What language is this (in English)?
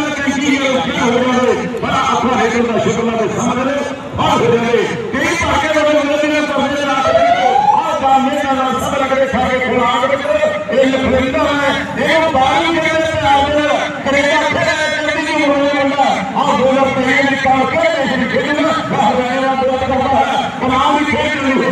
Punjabi